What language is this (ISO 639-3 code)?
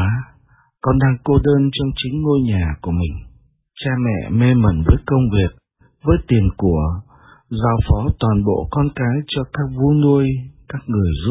vie